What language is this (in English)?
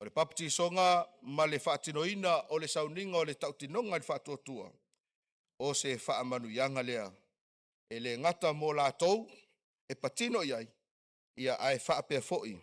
Samoan